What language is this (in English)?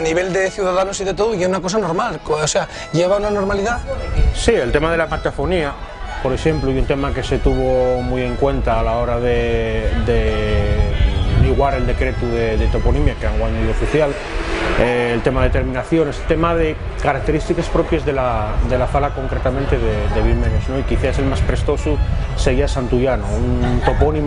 Asturian